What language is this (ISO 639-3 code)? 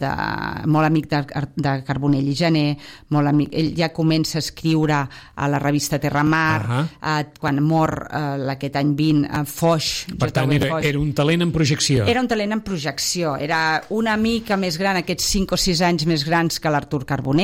cat